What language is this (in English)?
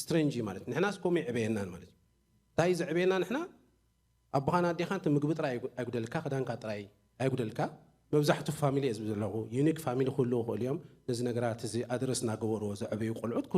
Tigrinya